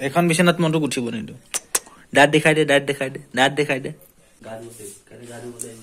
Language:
Assamese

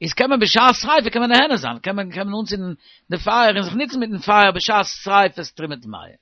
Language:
Yiddish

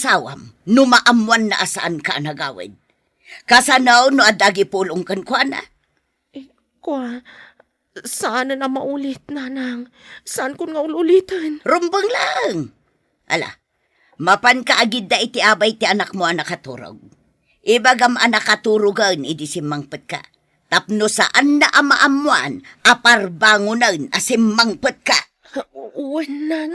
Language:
Iloko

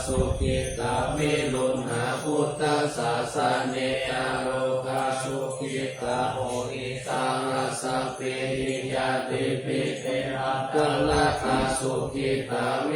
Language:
Pali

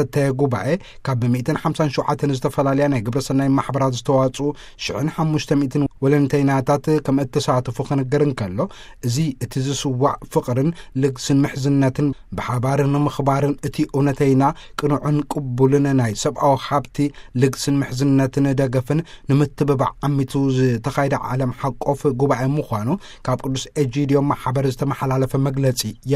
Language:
Tigrinya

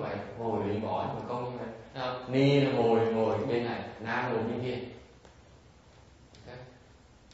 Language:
Vietnamese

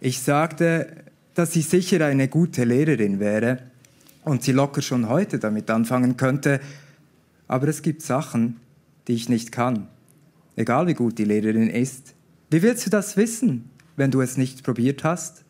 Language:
Swiss German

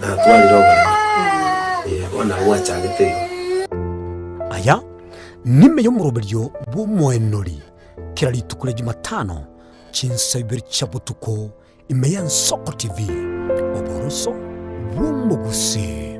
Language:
Gusii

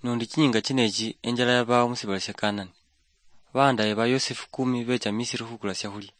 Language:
Luyia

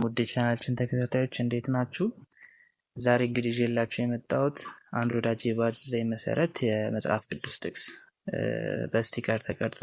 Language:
Amharic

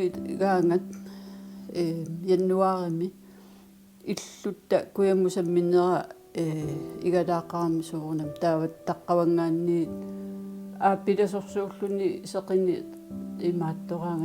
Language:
Kalaallisut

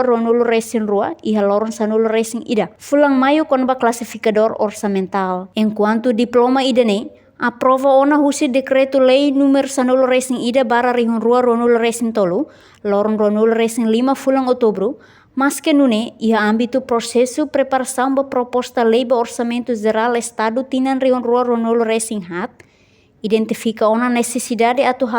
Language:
Tetum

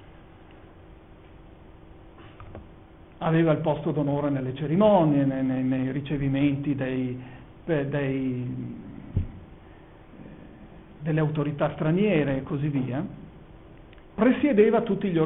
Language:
Italian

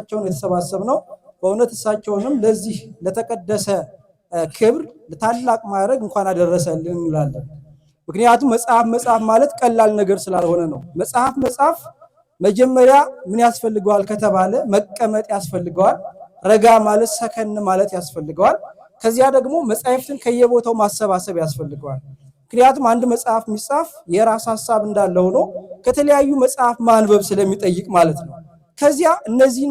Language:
Amharic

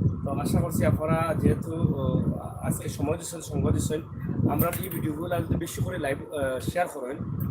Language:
Sylheti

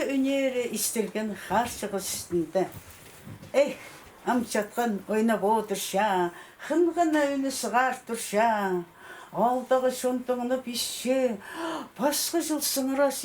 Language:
Khakas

